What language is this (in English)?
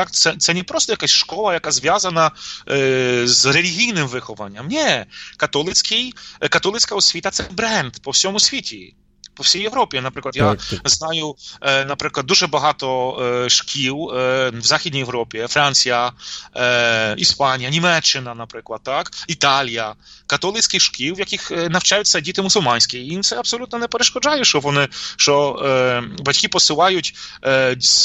Ukrainian